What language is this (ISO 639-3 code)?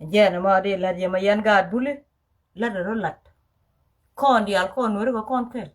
nus